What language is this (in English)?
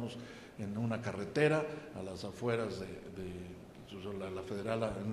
Spanish